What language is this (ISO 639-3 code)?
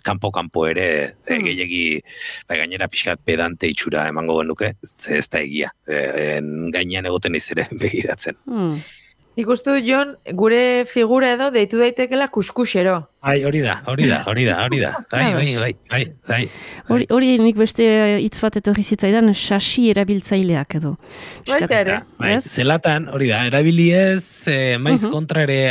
eus